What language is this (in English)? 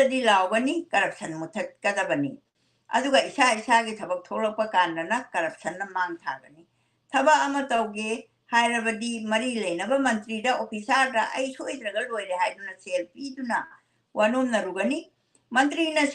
Manipuri